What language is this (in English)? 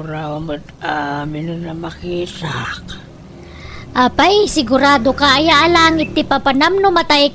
Iloko